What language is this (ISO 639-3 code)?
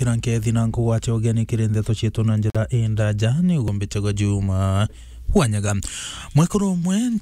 mer